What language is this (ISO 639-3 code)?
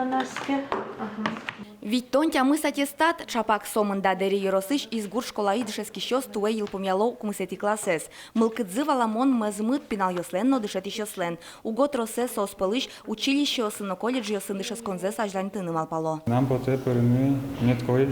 udm